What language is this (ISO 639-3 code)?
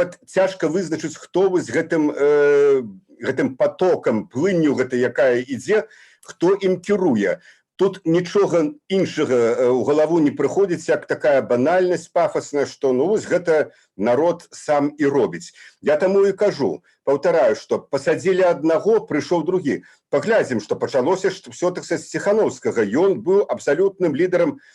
bel